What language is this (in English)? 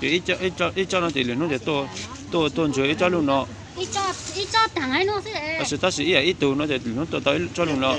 Hmong